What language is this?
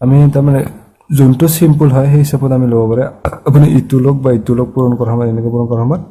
Assamese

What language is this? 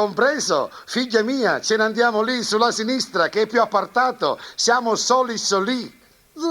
Neapolitan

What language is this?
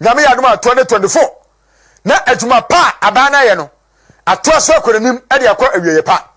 Akan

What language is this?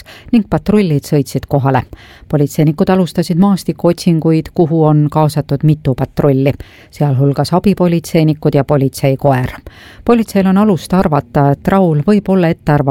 Estonian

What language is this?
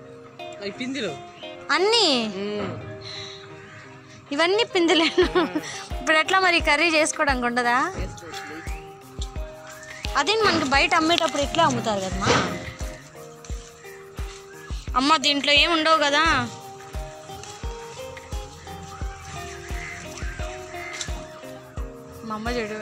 Telugu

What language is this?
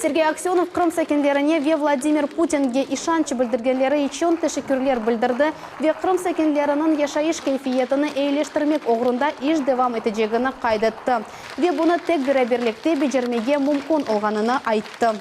Crimean Tatar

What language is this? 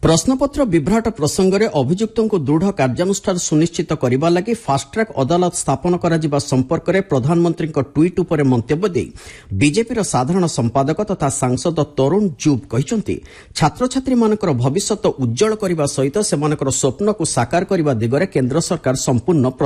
Odia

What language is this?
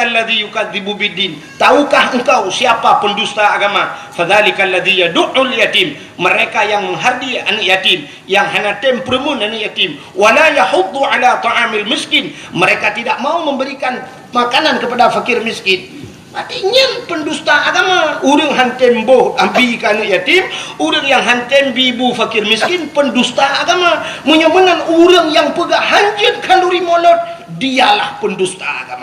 Achinese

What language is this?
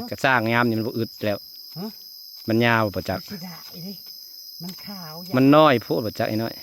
Northeastern Thai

